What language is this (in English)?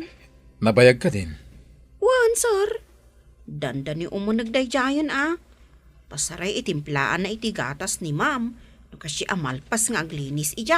Iloko